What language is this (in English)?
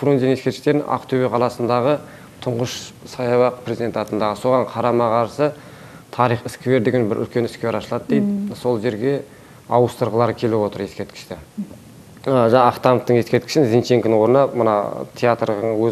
Kazakh